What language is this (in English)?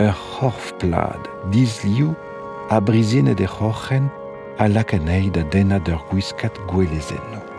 Breton